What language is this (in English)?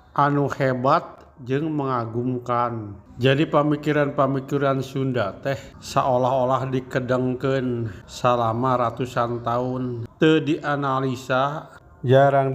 Sundanese